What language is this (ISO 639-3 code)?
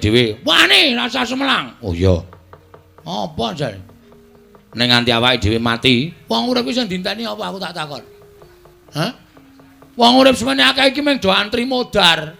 jav